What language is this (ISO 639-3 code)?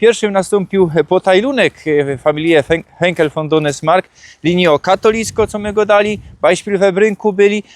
szl